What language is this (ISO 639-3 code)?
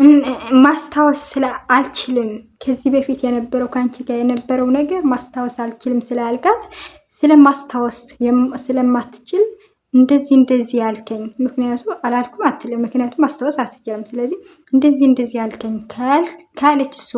amh